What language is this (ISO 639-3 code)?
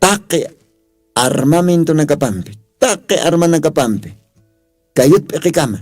aym